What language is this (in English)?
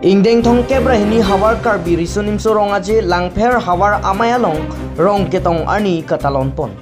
Karbi